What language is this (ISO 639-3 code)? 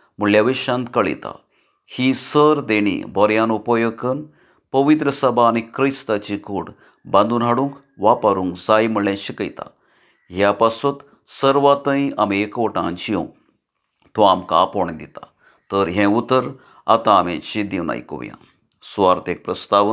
kok